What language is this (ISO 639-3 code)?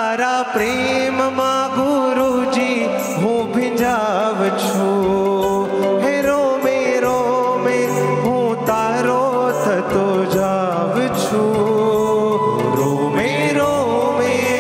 guj